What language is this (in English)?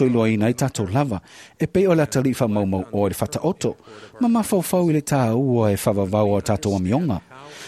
Samoan